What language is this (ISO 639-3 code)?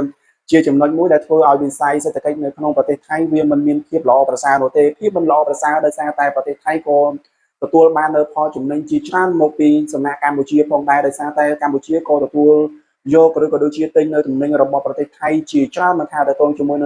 khm